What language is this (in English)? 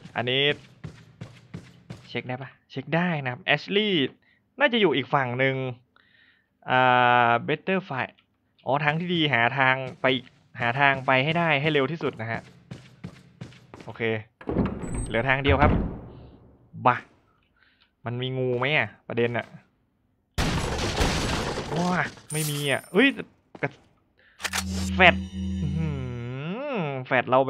Thai